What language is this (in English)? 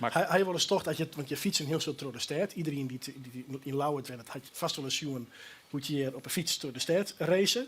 Western Frisian